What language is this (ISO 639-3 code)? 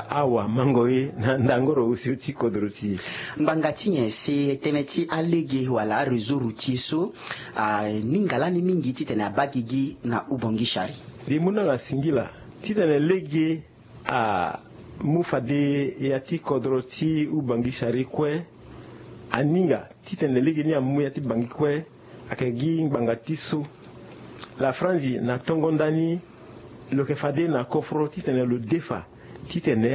sag